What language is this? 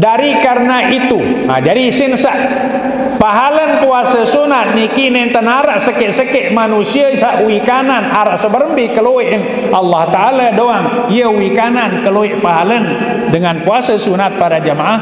Sasak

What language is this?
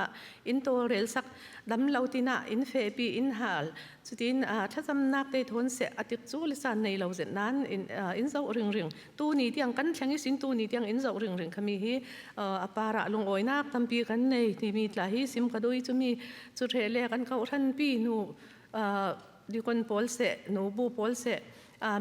Falam Chin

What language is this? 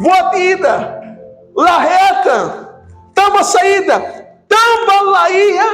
Tetum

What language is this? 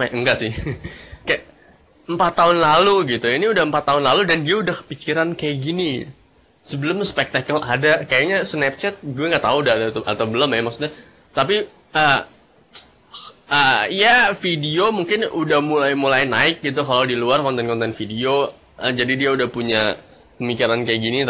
Indonesian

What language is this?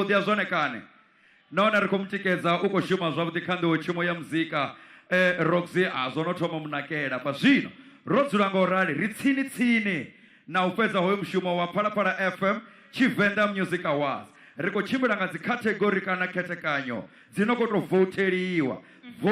Venda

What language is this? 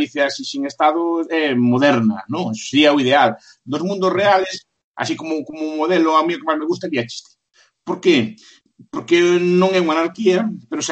Galician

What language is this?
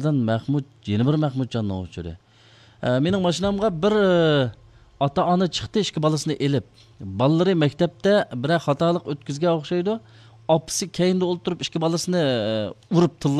Uyghur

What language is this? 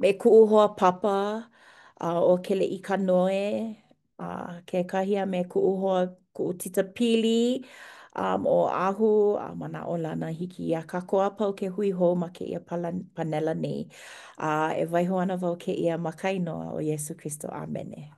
Hawaiian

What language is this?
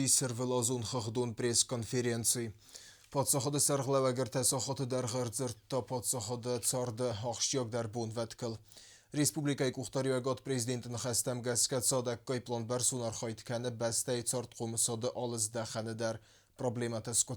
Ossetic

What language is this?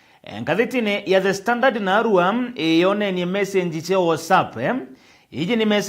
Meru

